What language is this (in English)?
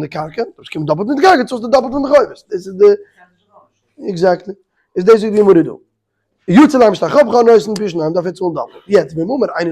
Yiddish